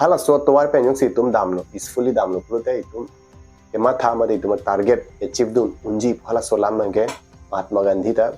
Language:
Karbi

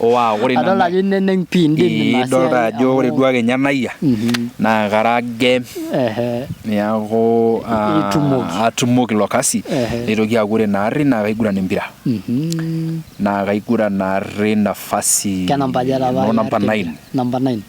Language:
Masai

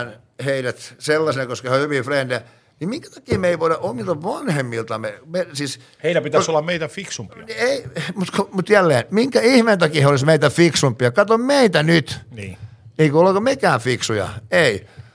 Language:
Finnish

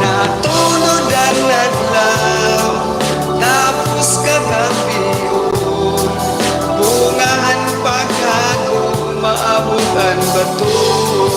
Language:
Waray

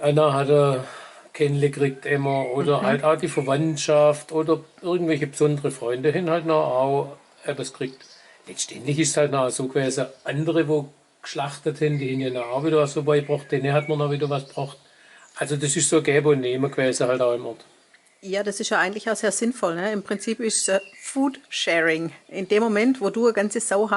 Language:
Swabian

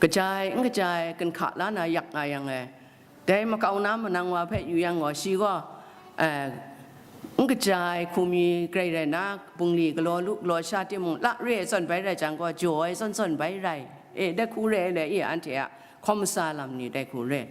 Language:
Kachin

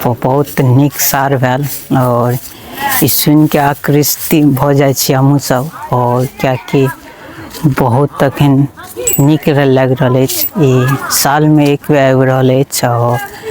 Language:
Maithili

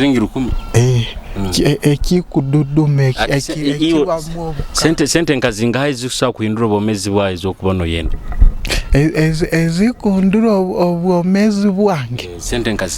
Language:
Nyoro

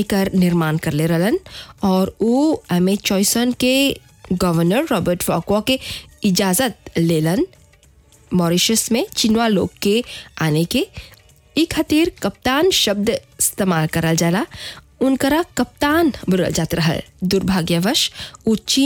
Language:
Bhojpuri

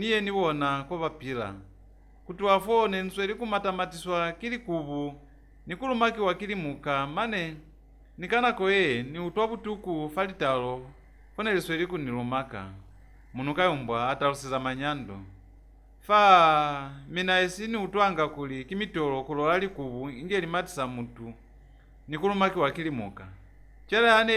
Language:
Lozi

